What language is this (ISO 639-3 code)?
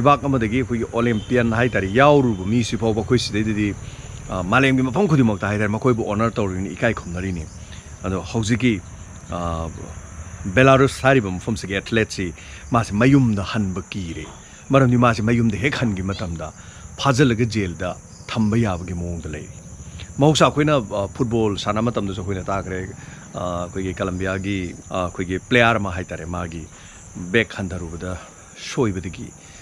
mni